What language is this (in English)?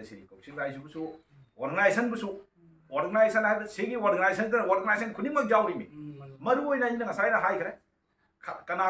Manipuri